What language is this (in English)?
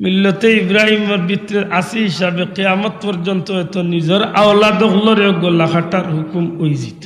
Sylheti